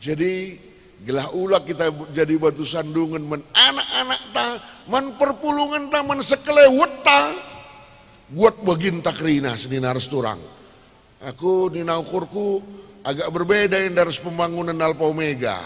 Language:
Batak Karo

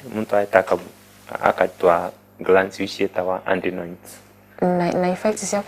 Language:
Meru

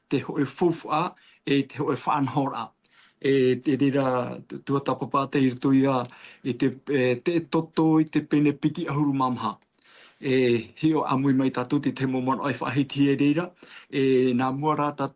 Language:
Tahitian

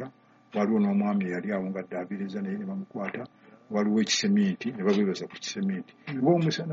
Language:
Ganda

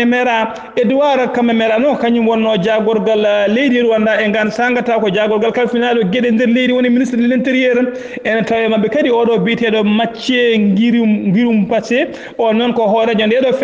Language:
Fula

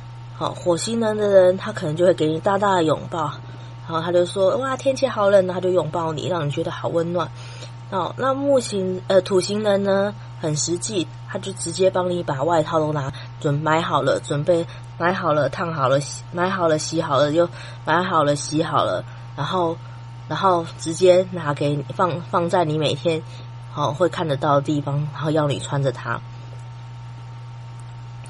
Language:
Chinese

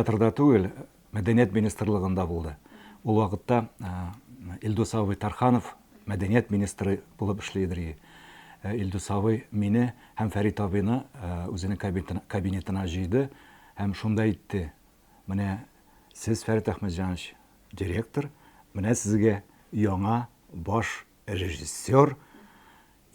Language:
Tatar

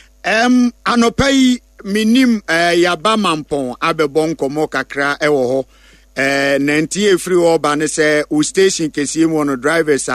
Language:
Akan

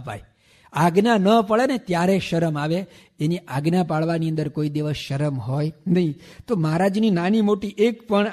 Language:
Gujarati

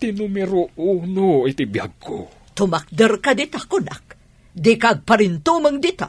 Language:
Iloko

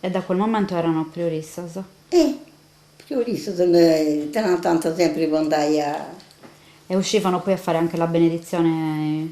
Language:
Sardinian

